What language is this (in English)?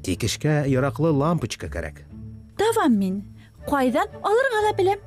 Bashkir